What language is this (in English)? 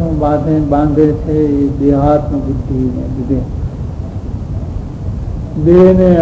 Gujarati